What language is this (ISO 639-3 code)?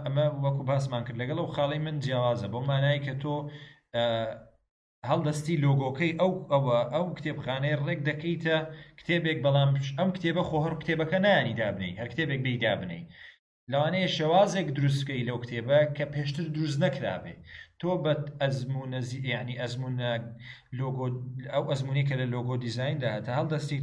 ckb